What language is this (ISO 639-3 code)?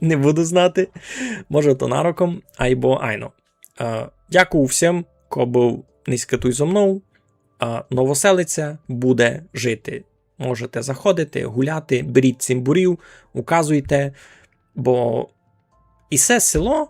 rue